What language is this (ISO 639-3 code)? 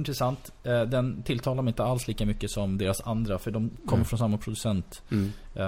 swe